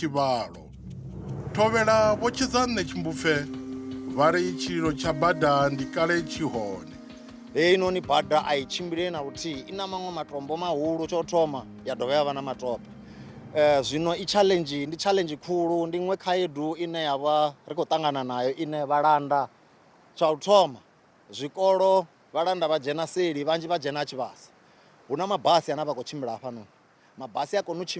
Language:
Venda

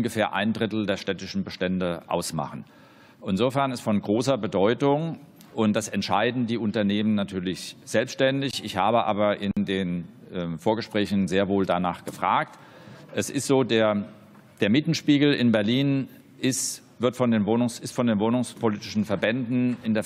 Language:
German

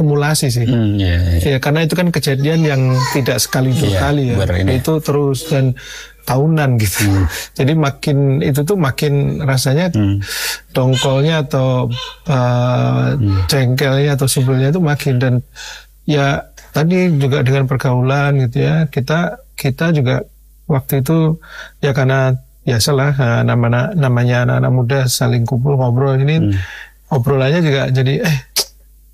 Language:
Indonesian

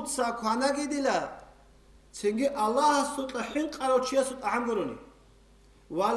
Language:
Avaric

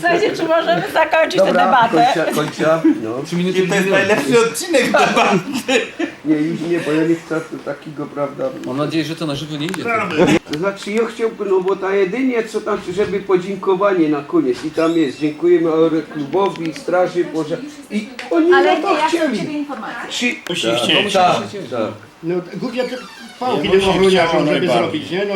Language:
Silesian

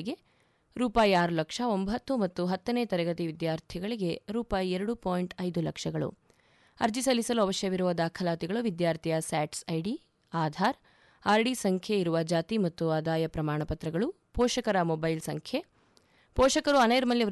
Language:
Kannada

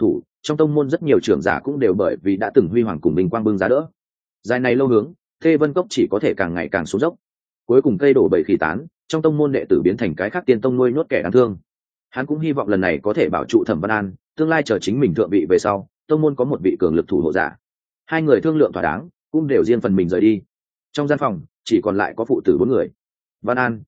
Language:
Vietnamese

